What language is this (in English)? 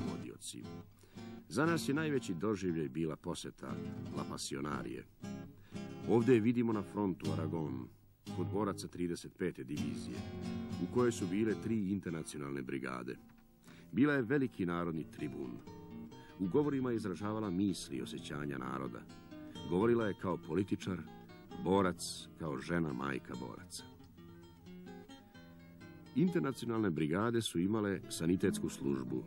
Serbian